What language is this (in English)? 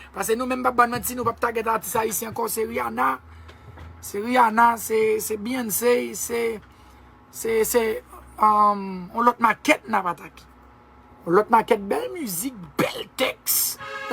Haitian Creole